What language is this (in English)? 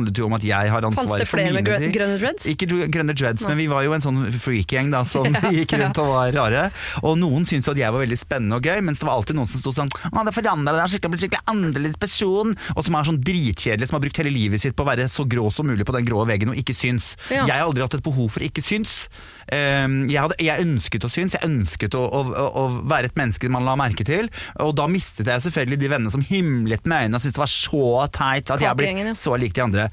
Norwegian